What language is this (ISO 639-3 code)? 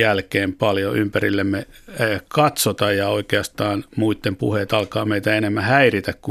fin